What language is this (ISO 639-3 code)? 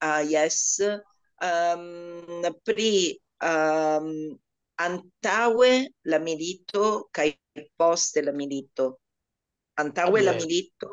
epo